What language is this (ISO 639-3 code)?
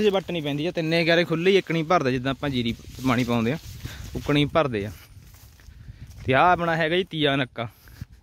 pan